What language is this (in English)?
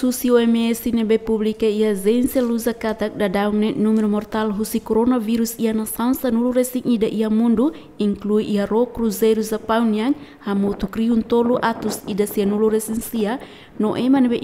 Tetum